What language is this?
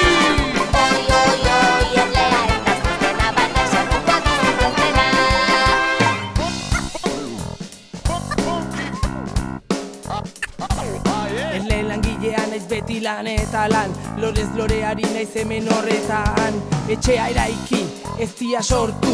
Basque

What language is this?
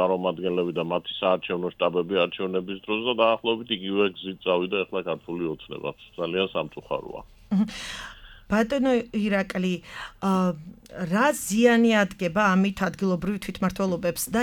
Georgian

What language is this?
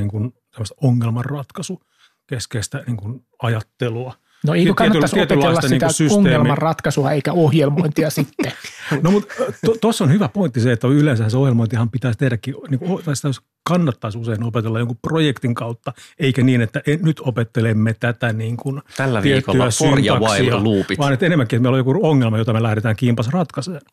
Finnish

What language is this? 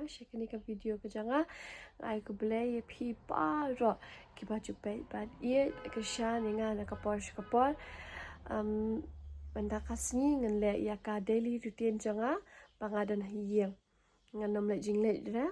Khasi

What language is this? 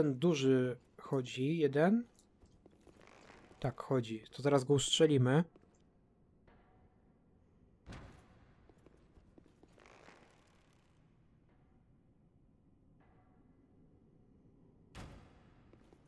Polish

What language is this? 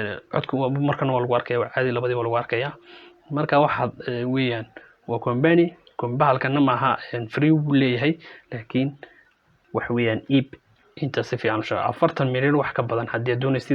Somali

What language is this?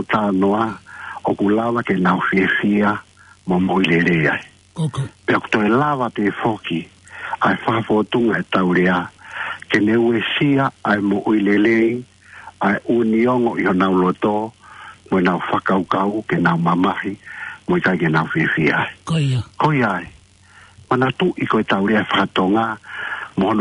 Tongan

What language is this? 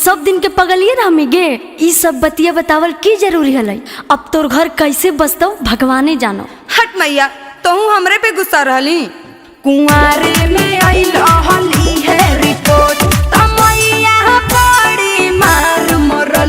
Magahi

